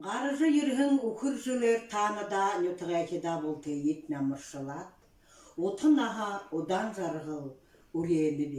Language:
Buriat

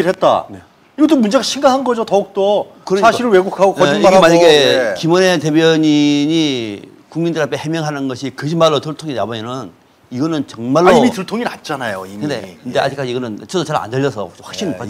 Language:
Korean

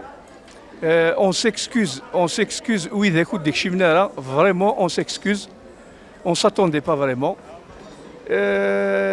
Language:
Kabyle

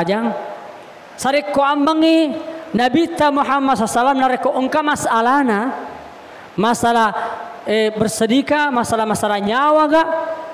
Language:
Buginese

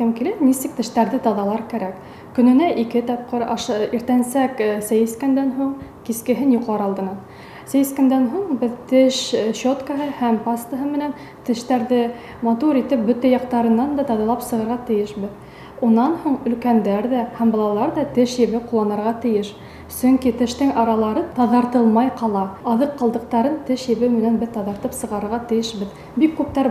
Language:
Bashkir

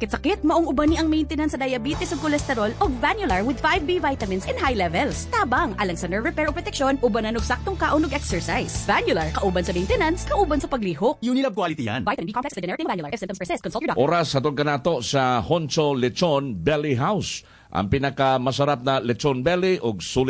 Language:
Cebuano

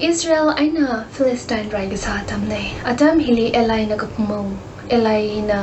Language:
Tangkhul Naga (India)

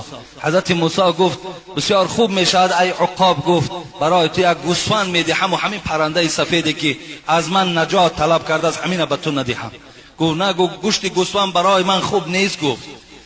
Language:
Tajik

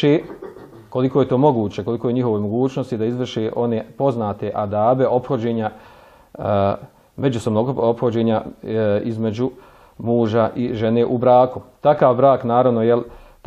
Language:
Bosnian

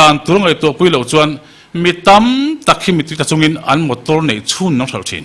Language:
Mizo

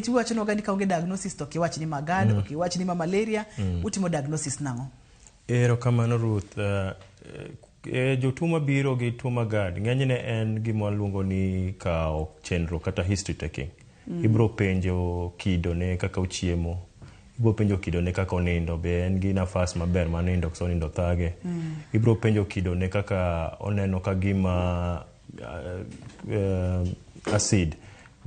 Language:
Luo (Kenya and Tanzania)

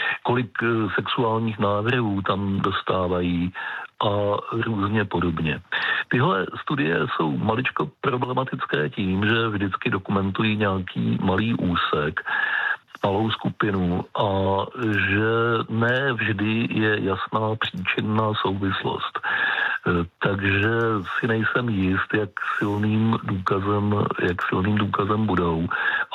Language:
Czech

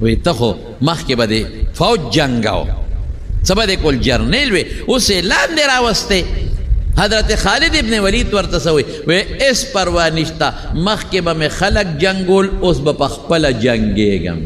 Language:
Pashto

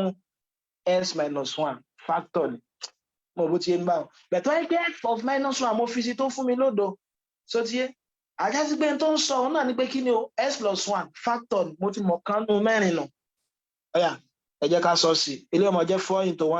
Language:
Yoruba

